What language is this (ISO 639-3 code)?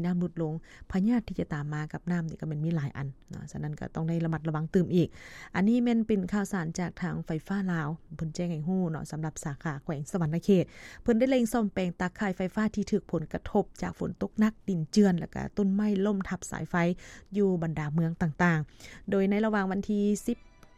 lao